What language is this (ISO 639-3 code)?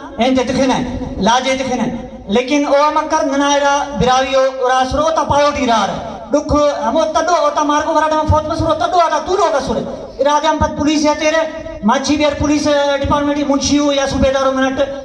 brh